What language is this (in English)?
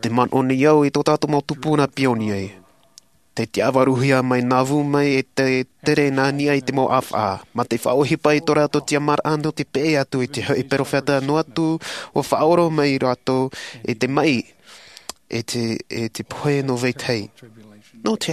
Tahitian